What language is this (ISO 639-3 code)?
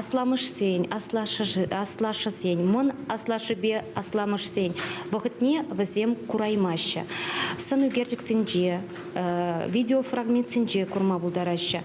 chv